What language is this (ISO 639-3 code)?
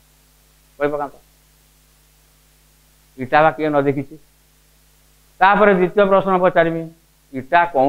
ori